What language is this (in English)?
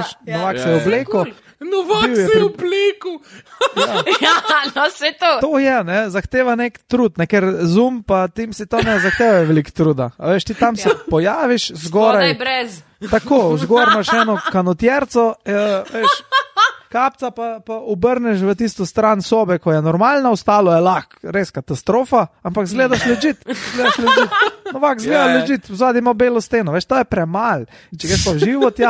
Slovenian